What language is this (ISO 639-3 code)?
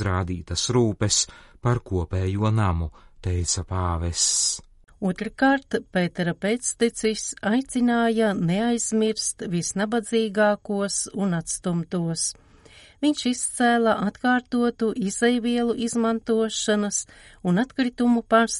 lav